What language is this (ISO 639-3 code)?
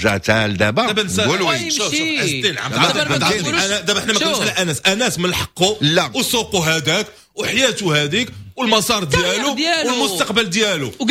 ary